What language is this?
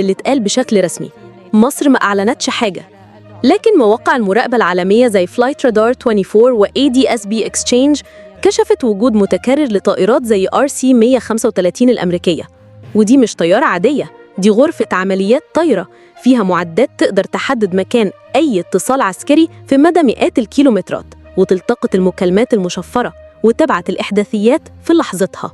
Egyptian Arabic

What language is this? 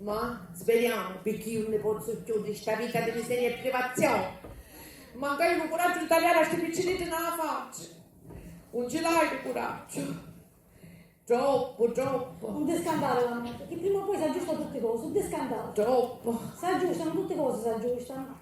Sicilian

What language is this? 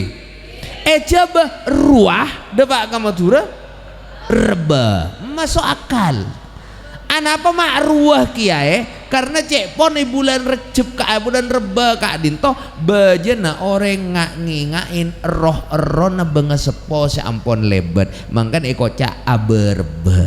Madurese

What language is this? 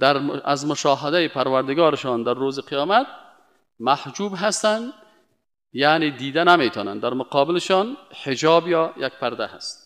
Persian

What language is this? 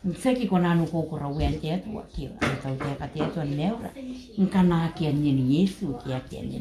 Gilbertese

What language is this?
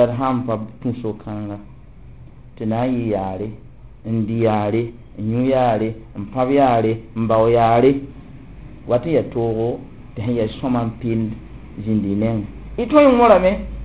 Mossi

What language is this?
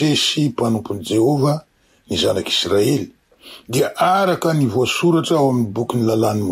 Malagasy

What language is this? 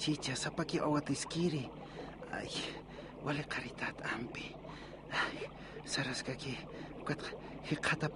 Aymara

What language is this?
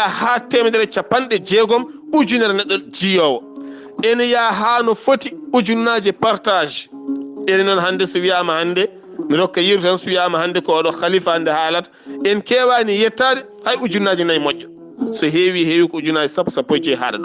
Fula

